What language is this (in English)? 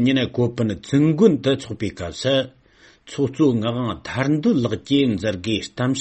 Tibetan